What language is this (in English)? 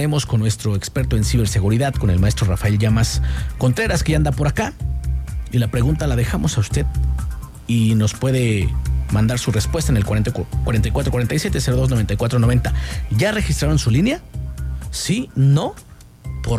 Spanish